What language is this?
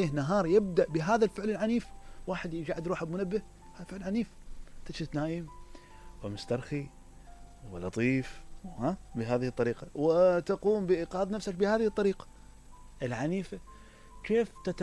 Mesopotamian Arabic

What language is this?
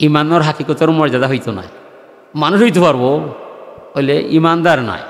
Sylheti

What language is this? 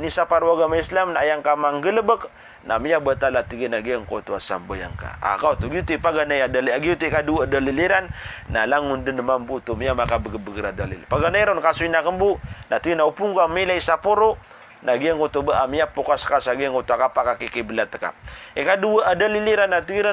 Maranao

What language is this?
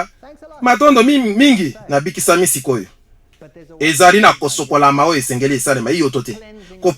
Lingala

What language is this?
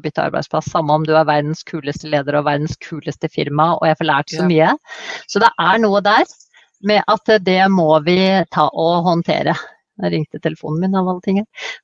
Norwegian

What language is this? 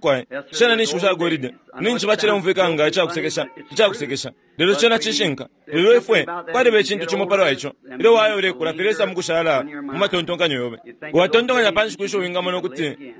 Bemba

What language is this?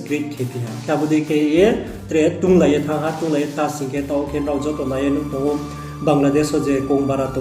Riang (India)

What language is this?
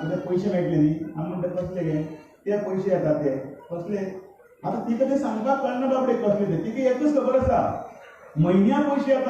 Konkani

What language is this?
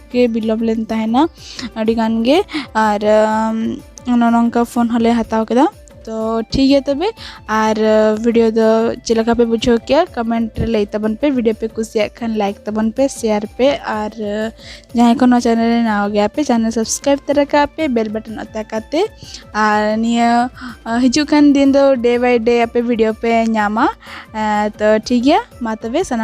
Santali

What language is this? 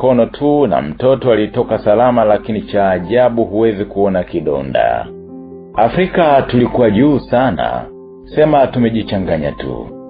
Swahili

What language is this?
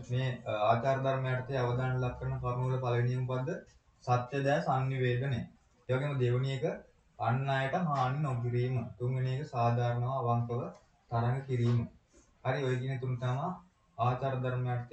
Sinhala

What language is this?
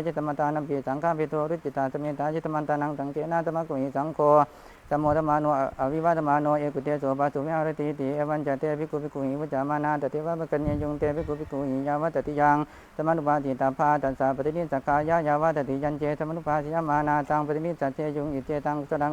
Pali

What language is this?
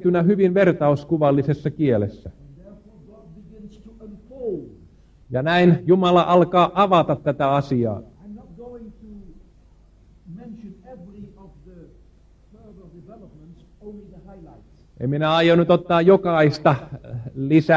Finnish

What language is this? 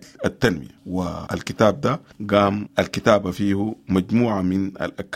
Sudanese Arabic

